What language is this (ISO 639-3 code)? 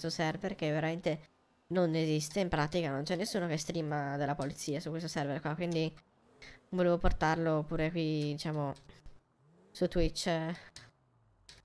ita